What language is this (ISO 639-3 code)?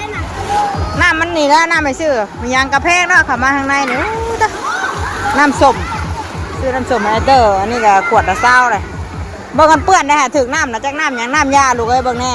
tts